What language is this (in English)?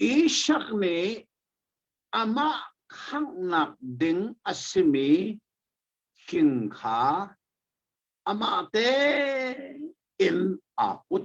Hakha Chin